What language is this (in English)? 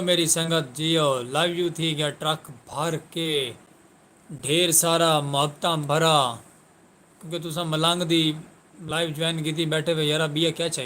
Saraiki